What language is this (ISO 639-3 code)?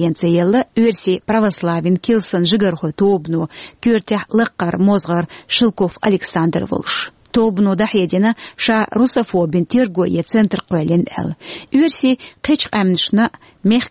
che